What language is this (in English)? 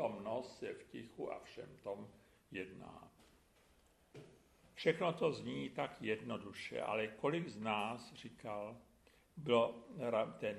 Czech